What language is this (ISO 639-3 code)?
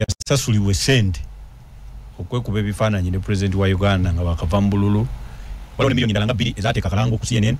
lug